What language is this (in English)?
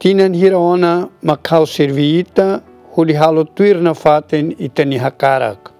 Tetum